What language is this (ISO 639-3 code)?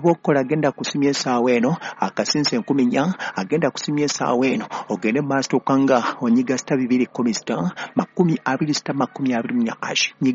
lug